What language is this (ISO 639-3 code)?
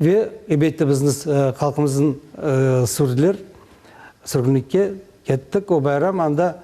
crh